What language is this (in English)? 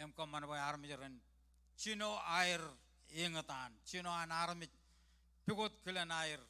Marshallese